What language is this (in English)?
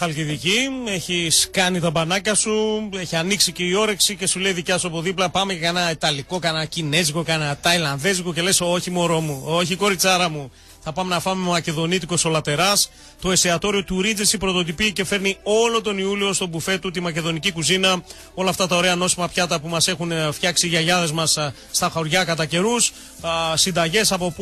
Greek